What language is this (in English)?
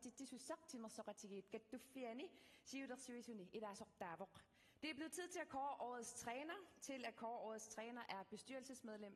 Kalaallisut